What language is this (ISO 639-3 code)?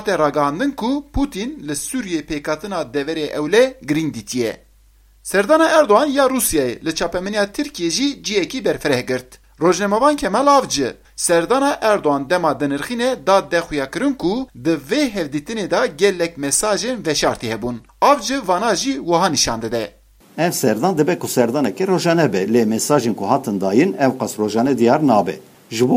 kur